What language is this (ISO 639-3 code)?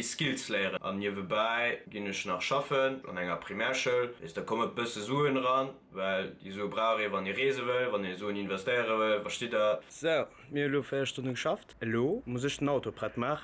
ltz